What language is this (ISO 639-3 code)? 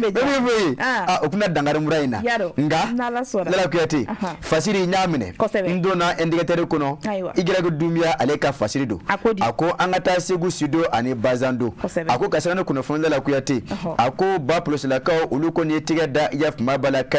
bam